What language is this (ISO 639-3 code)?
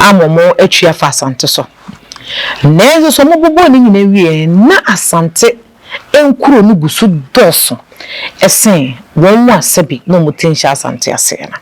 aka